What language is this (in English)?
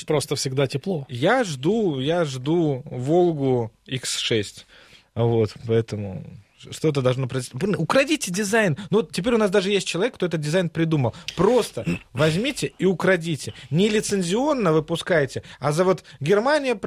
Russian